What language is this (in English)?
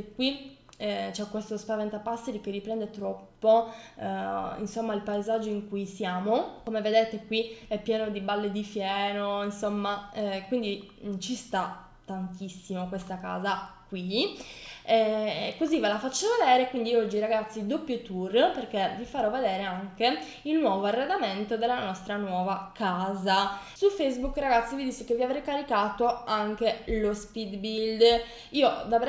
Italian